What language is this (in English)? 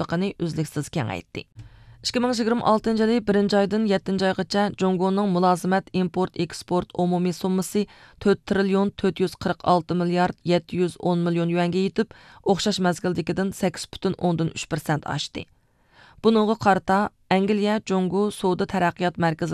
Uyghur